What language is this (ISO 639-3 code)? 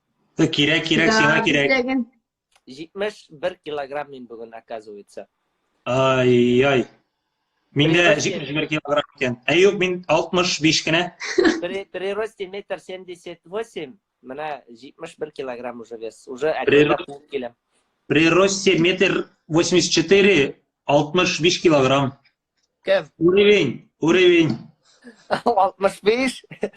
tat